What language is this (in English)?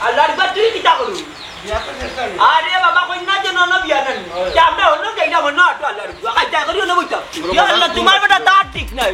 Sylheti